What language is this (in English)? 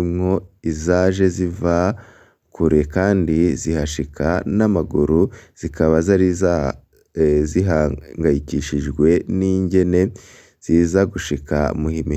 Rundi